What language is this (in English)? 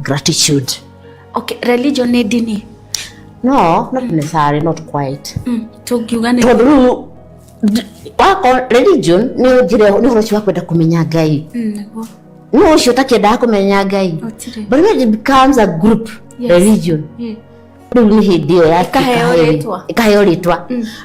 Kikuyu